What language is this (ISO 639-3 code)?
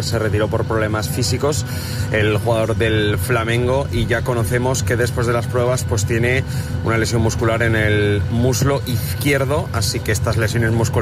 spa